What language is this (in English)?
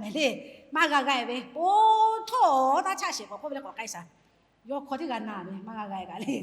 Lahu